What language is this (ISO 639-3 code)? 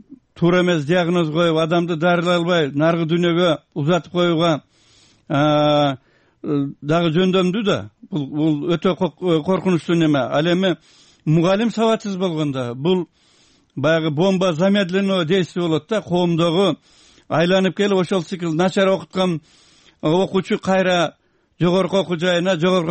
kir